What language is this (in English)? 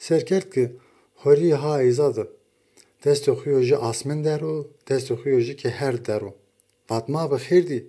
Zaza